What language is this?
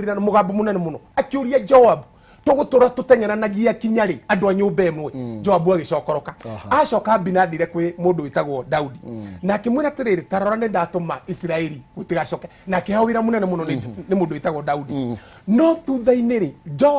Kikuyu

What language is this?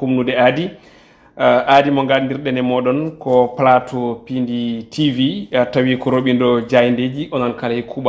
Fula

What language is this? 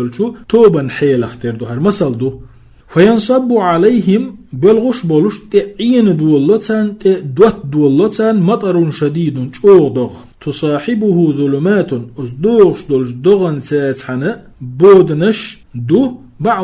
Chechen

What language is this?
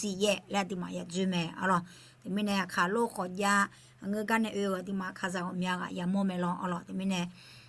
Akha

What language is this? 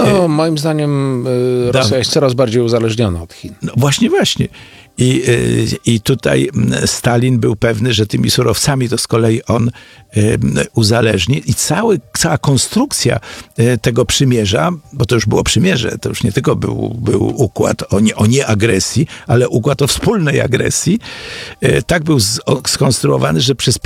Polish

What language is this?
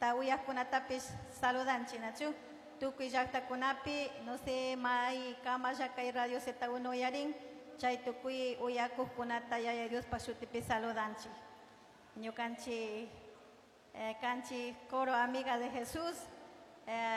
Chimborazo Highland Quichua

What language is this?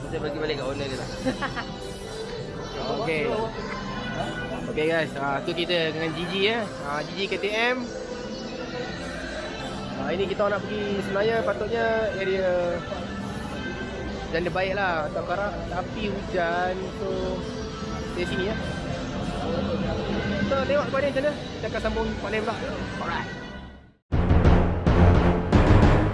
Malay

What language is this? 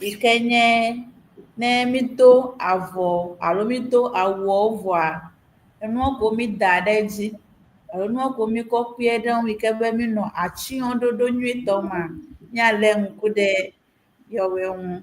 Ewe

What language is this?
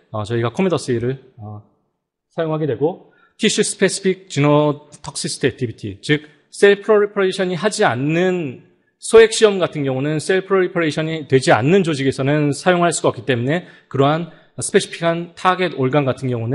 Korean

